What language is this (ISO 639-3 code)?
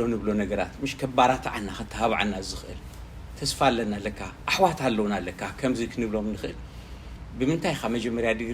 tir